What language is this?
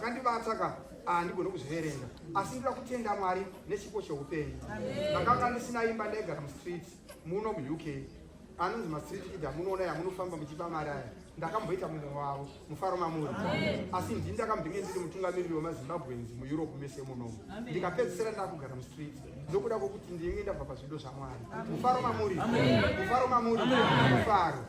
Shona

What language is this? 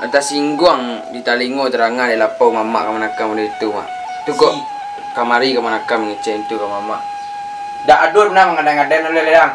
Minangkabau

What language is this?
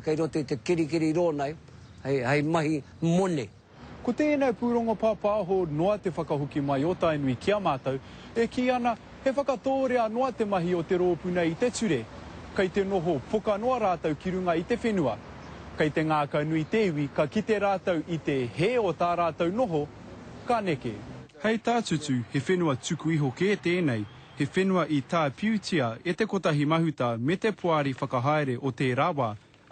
Māori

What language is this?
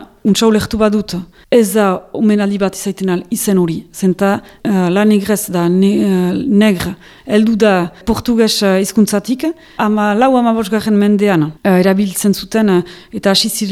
Basque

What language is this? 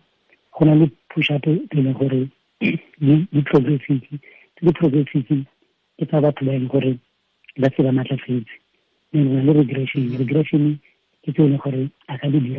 Tswana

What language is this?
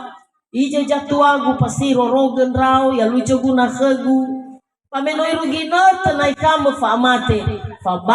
Nias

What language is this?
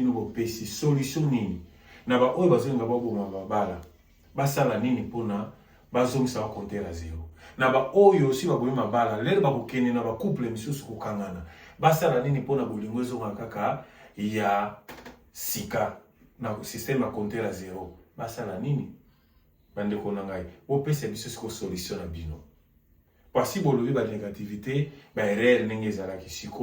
Lingala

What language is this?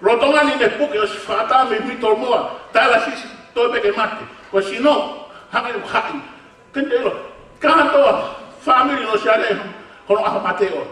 Tongan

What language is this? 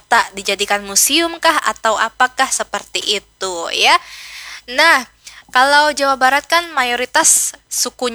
Banjar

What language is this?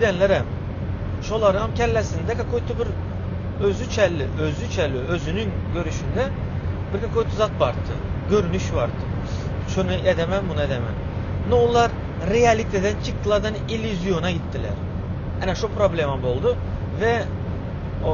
Turkmen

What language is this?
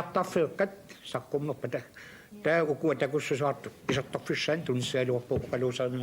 Kalaallisut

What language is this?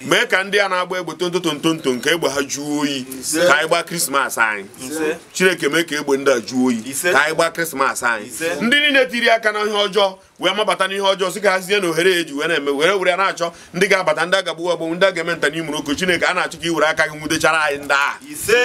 Igbo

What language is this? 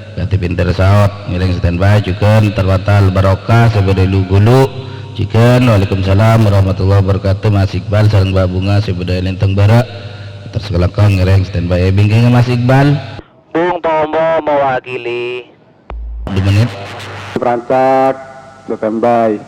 Madurese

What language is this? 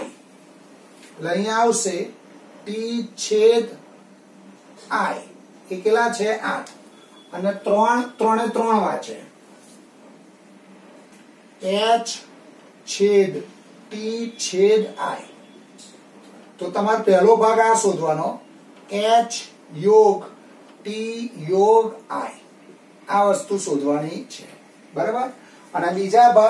Gujarati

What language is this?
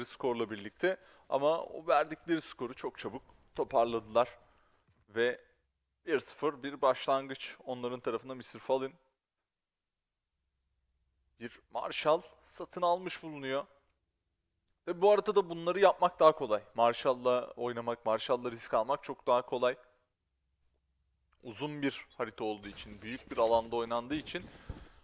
Turkish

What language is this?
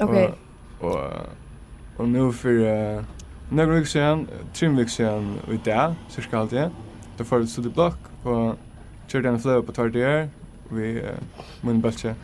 Faroese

